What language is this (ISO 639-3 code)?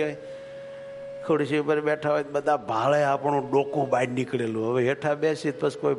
guj